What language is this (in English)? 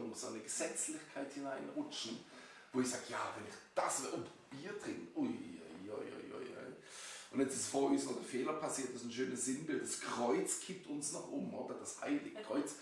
Swiss German